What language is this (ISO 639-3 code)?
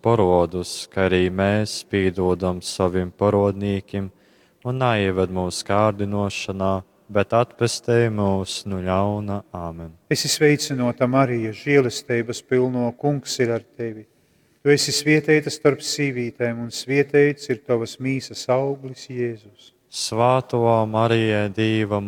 ltg